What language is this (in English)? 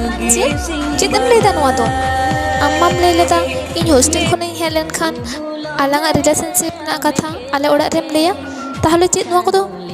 Santali